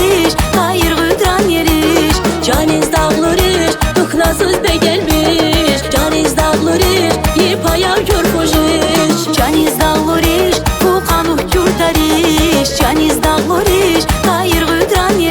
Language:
Tabassaran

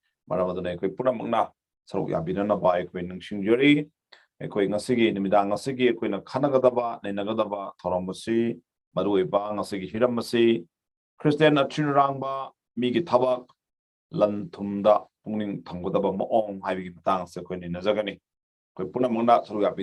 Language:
Manipuri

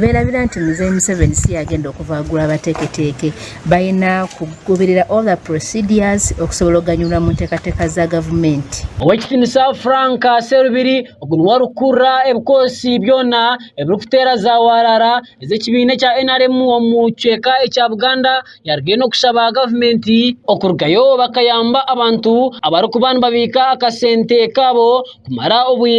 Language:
Nyankole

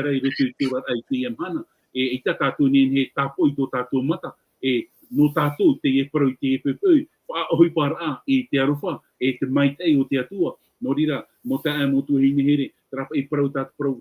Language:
Tahitian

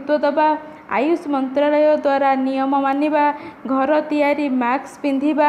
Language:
Odia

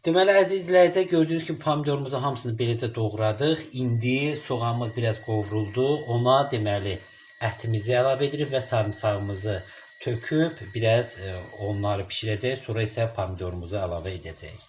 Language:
Azerbaijani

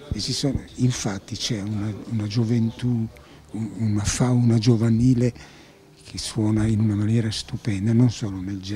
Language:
Italian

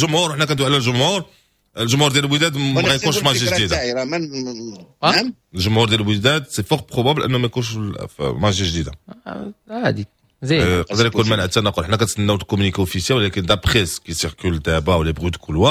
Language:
Moroccan Arabic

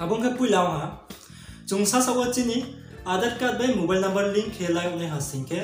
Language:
Riang (India)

